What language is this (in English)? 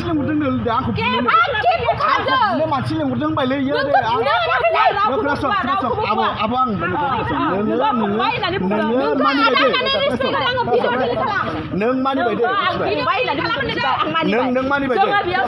Bodo